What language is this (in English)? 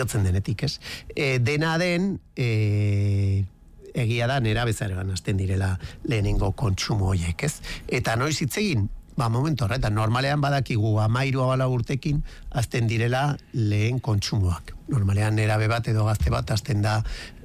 Basque